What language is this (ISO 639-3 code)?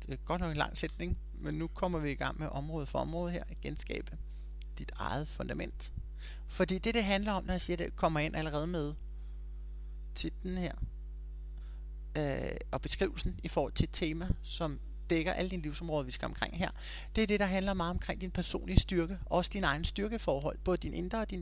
dan